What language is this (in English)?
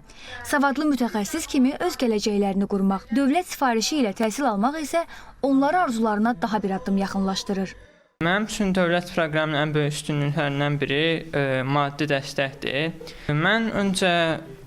Azerbaijani